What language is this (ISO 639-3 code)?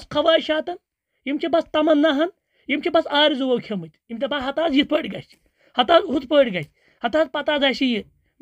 kas